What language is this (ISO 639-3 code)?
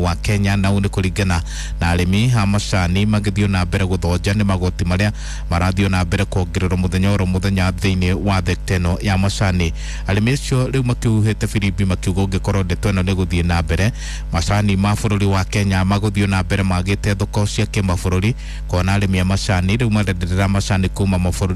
kik